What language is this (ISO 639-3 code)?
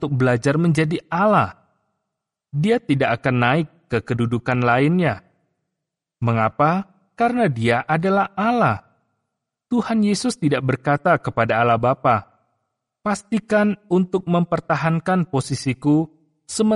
ind